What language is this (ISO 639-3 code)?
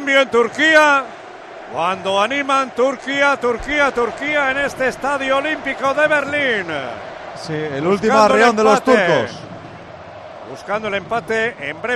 spa